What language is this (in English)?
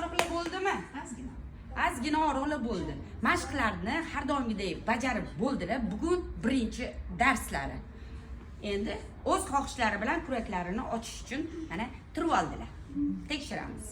Uzbek